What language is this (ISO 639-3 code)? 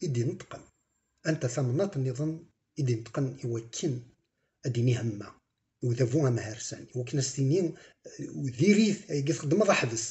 kab